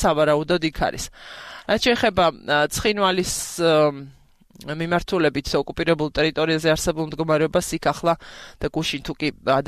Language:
Georgian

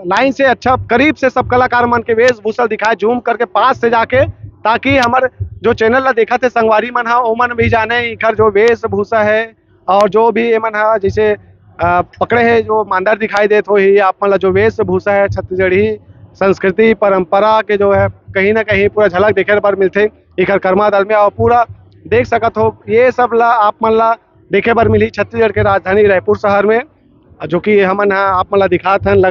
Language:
Chhattisgarhi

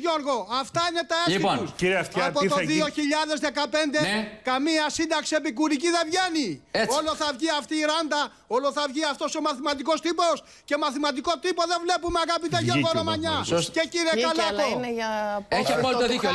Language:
Greek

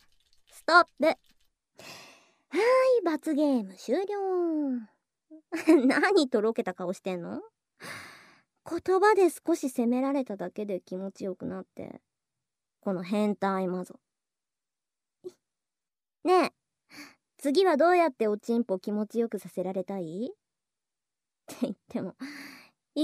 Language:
Japanese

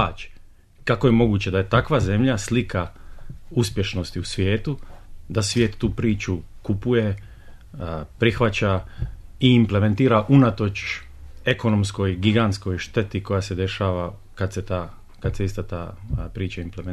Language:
Bosnian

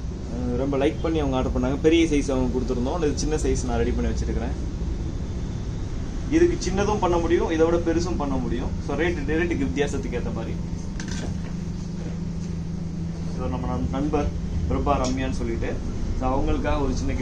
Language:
Tamil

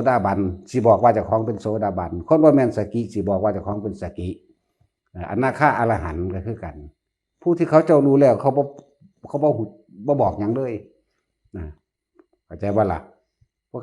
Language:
Northeastern Thai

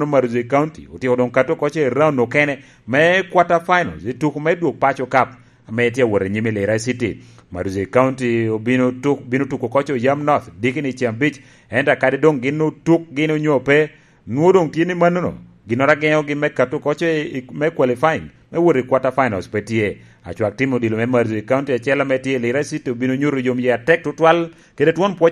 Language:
Lango (Uganda)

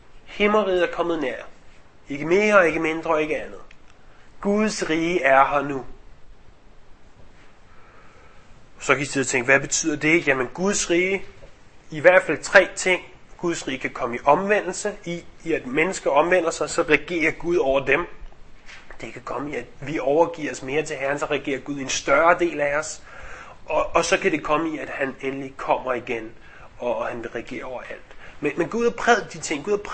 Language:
Danish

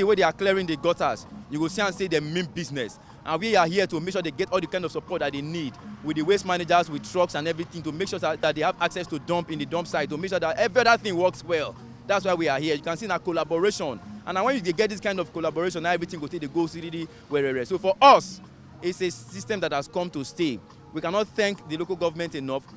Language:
Nigerian Pidgin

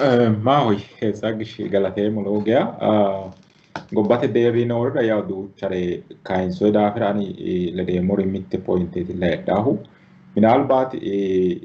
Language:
Sidamo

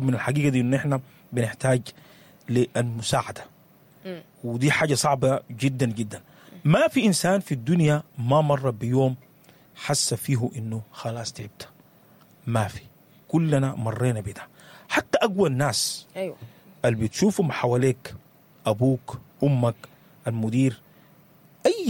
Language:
Sudanese Arabic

